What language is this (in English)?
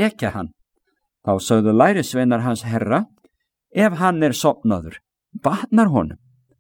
Icelandic